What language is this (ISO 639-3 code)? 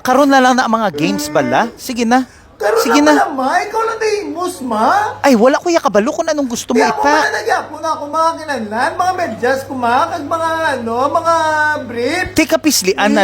hil